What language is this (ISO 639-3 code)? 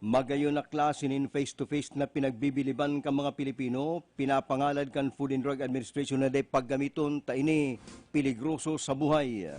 bik